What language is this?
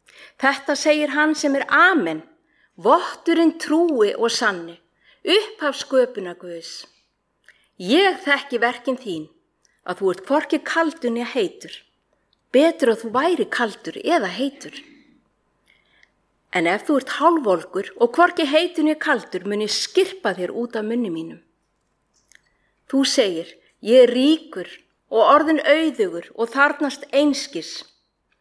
Icelandic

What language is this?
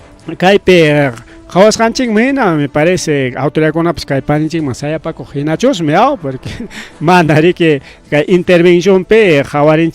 Ayacucho Quechua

